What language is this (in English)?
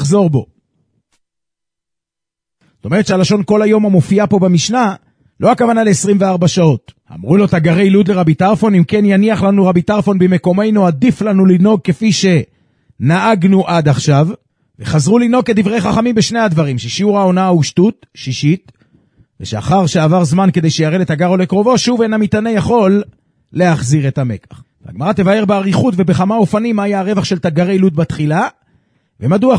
Hebrew